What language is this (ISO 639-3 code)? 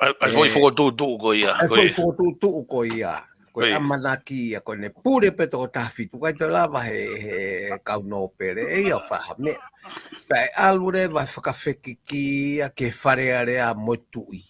ton